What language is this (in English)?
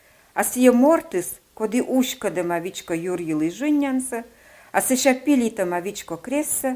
Komi